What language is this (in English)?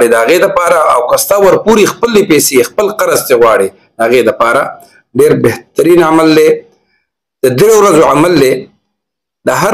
Pashto